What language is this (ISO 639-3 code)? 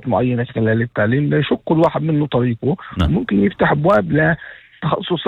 apc